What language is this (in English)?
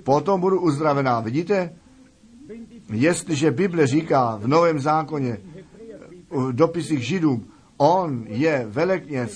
Czech